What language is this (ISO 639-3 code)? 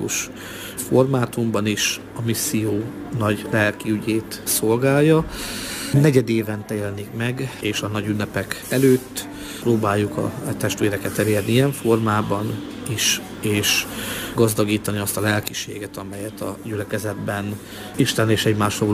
hun